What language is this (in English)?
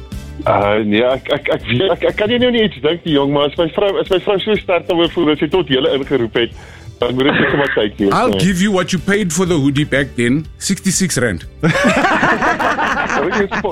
Afrikaans